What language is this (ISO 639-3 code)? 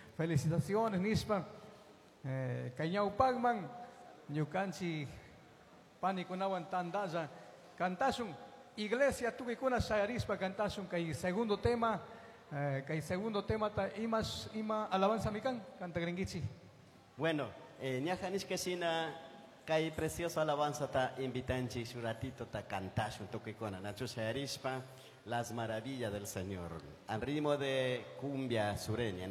qug